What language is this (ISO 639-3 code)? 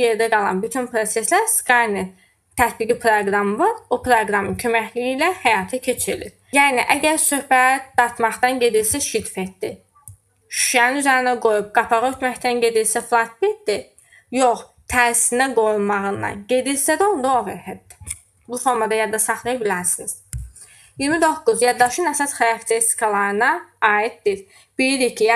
aze